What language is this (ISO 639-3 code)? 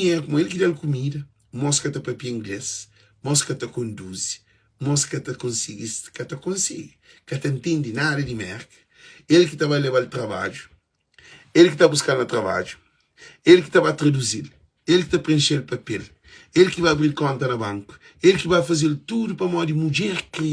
kea